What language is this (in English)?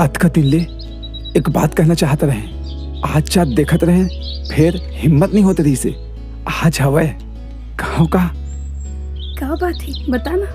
Chhattisgarhi